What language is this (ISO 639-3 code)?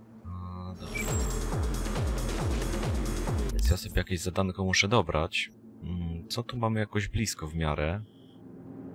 pol